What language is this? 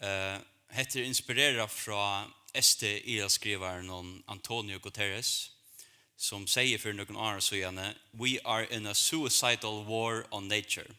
Faroese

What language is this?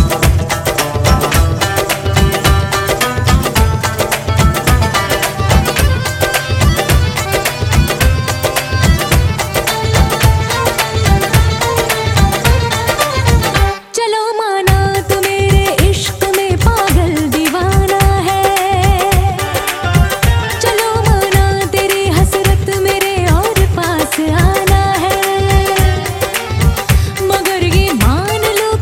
Hindi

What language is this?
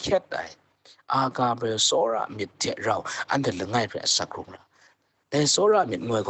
Kachin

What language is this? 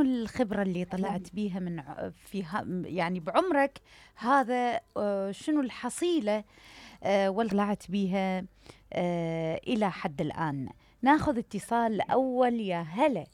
Mesopotamian Arabic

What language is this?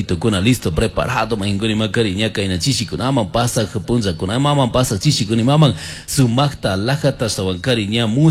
Chimborazo Highland Quichua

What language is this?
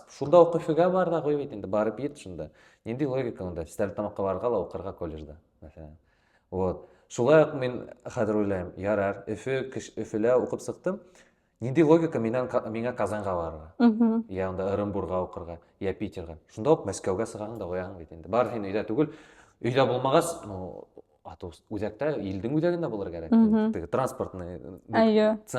Bashkir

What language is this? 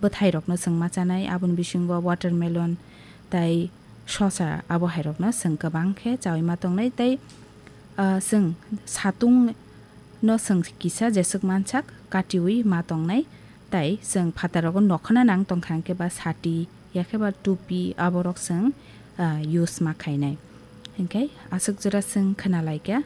Kok Borok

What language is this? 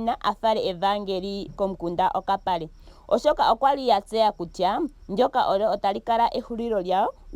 Ndonga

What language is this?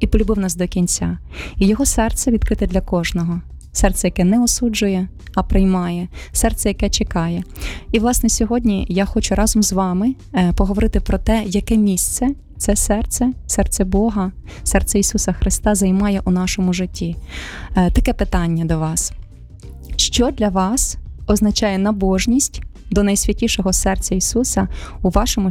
Ukrainian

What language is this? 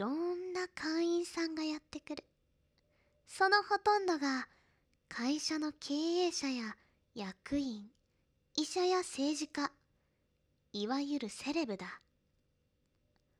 Japanese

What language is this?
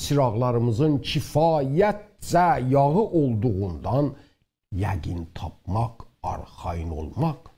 South Azerbaijani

